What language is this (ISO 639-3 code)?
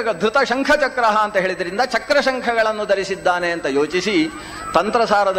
kan